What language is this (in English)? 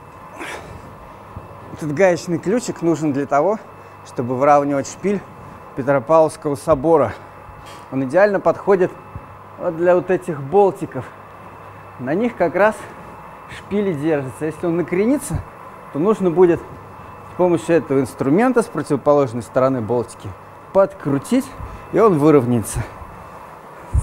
Russian